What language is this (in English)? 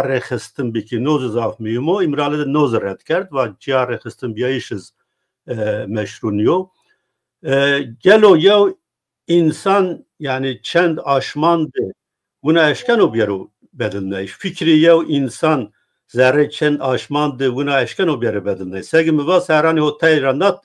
Zaza